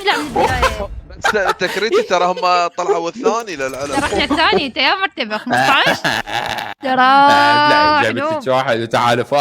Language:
Mesopotamian Arabic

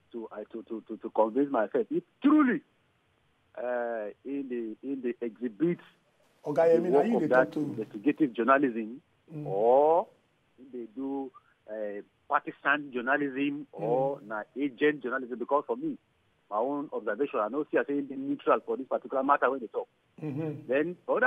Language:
Nigerian Pidgin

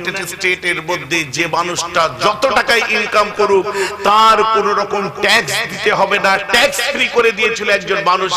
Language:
Bangla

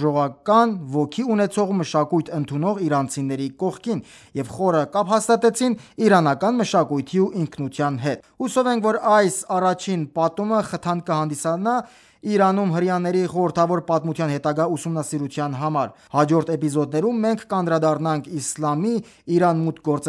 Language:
Armenian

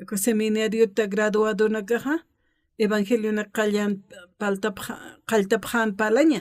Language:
Aymara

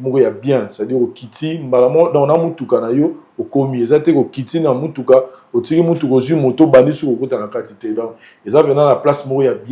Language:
Lingala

